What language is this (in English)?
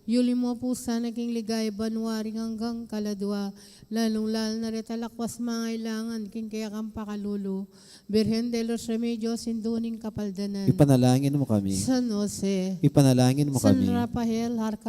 Pampanga